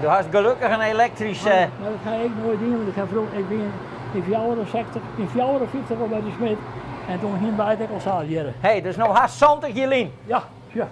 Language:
Western Frisian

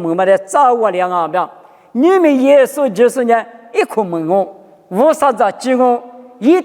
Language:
Lisu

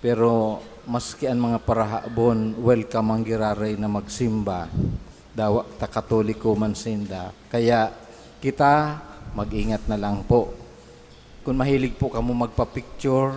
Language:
Bikol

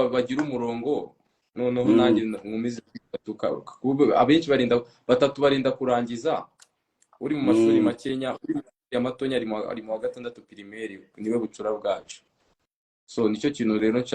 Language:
Kinyarwanda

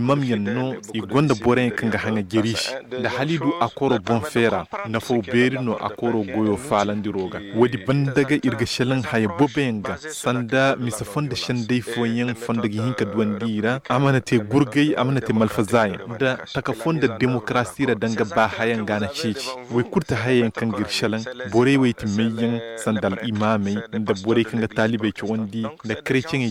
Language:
Zarma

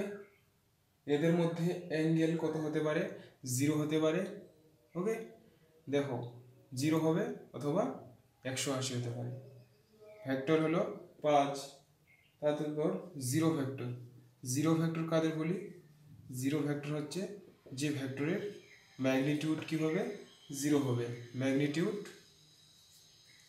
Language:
Bangla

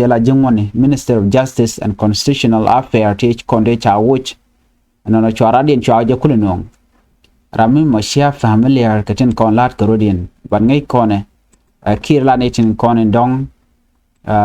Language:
Nuer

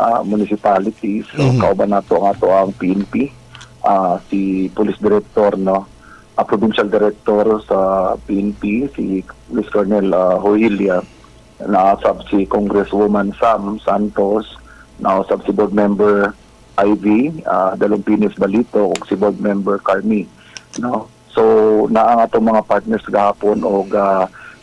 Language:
Cebuano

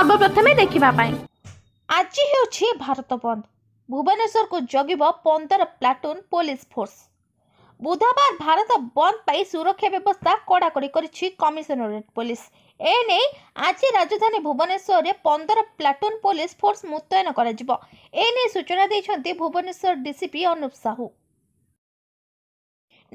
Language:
Odia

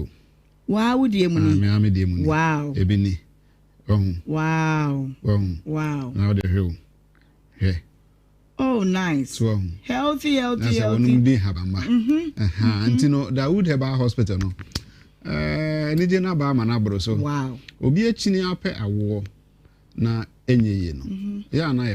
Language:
Akan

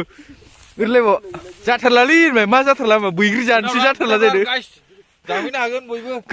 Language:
Bodo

